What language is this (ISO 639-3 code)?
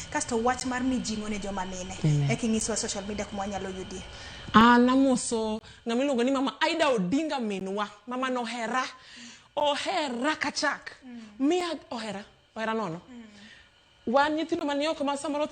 luo